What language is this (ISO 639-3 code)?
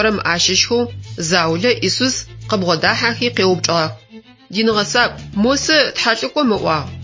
ady